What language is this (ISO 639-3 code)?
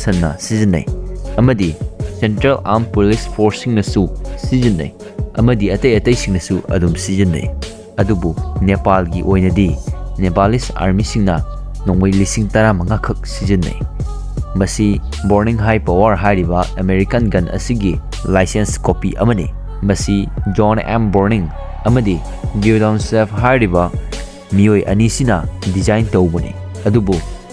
mni